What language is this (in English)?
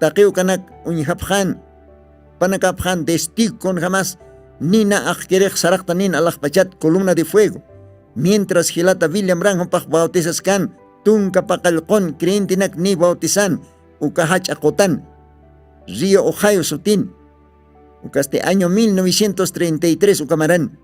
Aymara